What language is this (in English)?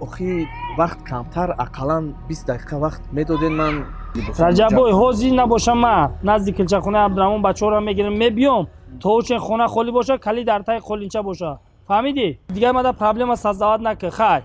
Tajik